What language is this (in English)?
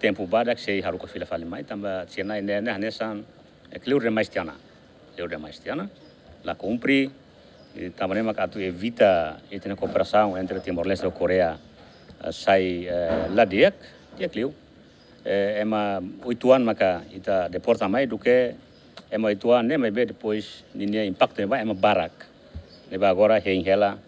Tetum